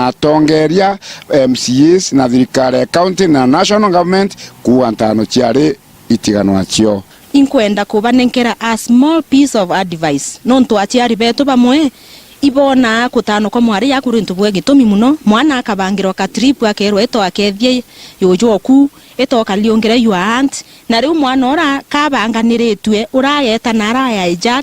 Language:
Meru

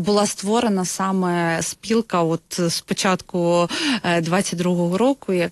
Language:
Ukrainian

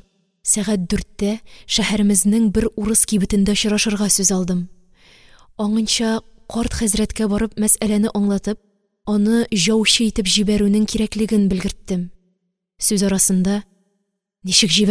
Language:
Tatar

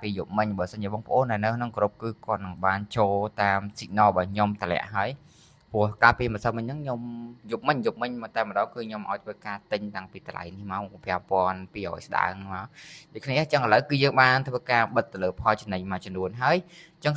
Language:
Khmer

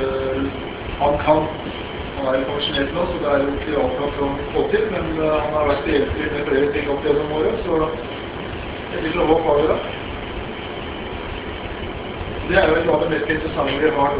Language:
Norwegian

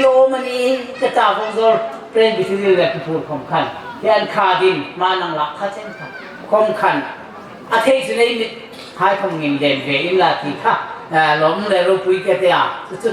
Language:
Hmar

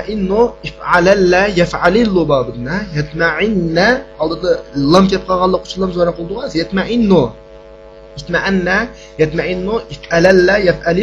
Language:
Uyghur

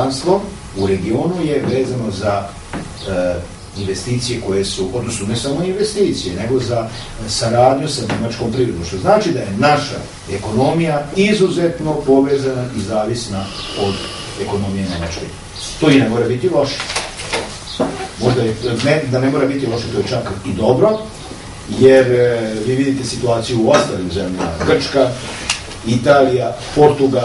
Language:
Serbian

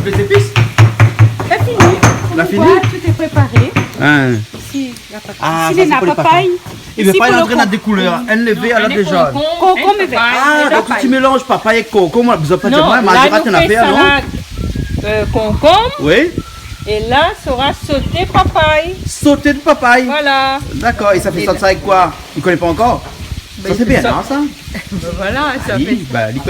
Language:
Réunion Creole French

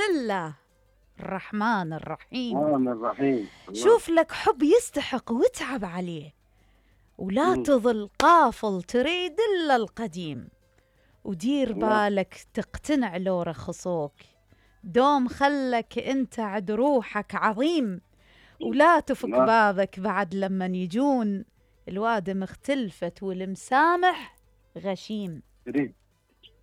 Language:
Mesopotamian Arabic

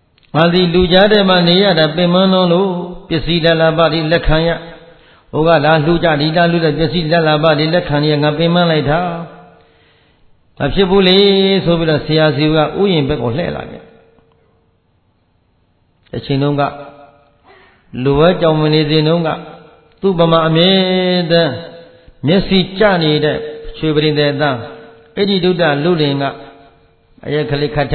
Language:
Burmese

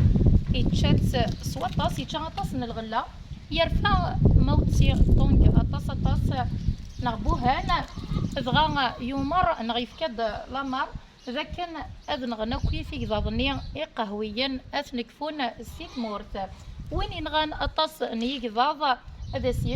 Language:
Kabyle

